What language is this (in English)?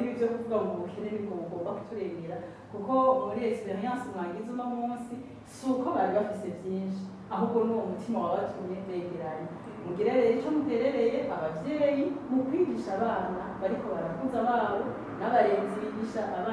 Rundi